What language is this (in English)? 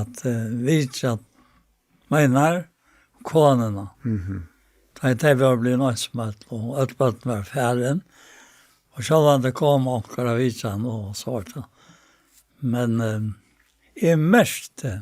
Faroese